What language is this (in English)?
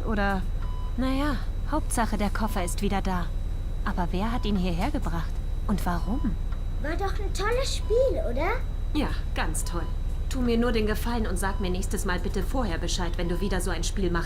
Swiss German